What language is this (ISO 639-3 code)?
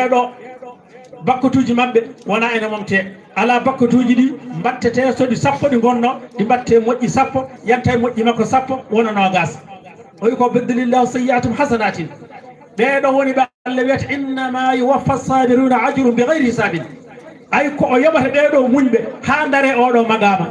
ful